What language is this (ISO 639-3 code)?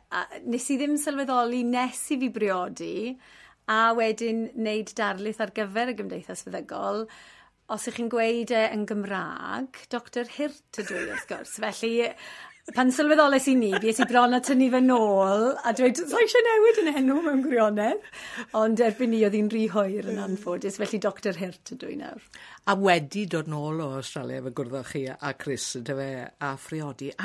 cym